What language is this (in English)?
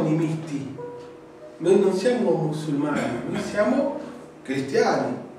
Italian